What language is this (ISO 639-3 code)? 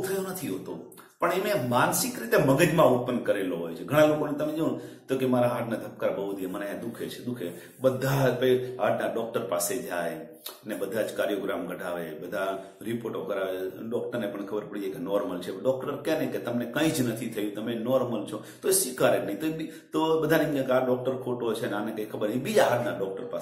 guj